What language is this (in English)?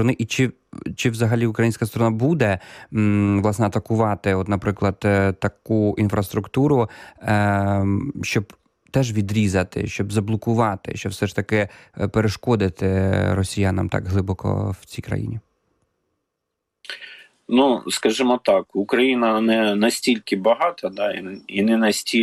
Ukrainian